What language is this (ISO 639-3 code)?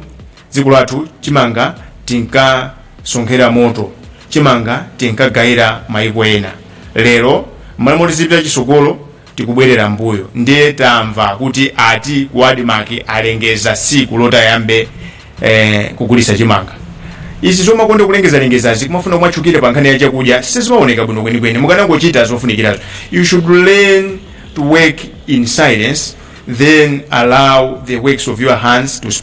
nya